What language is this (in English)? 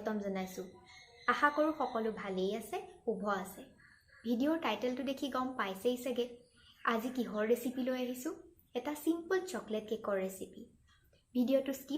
Assamese